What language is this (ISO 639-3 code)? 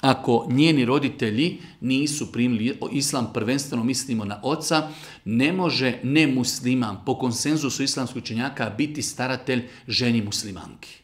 bos